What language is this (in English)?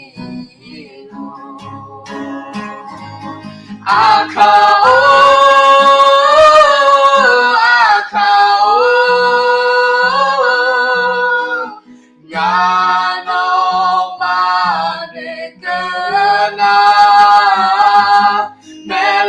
Akha